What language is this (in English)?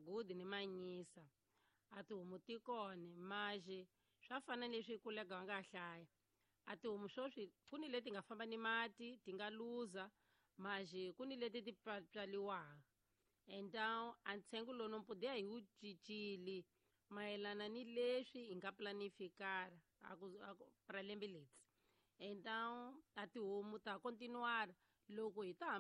Tsonga